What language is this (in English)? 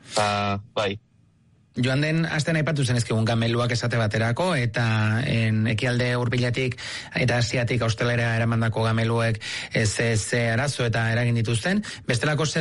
Basque